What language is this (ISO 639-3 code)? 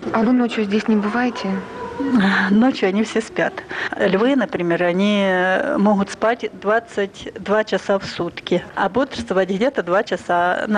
rus